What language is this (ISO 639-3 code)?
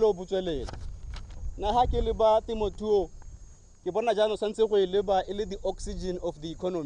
tsn